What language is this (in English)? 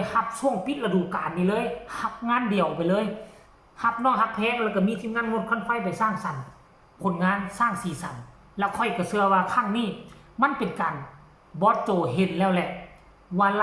Northeastern Thai